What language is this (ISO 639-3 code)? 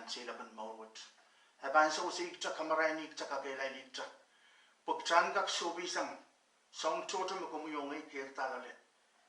pon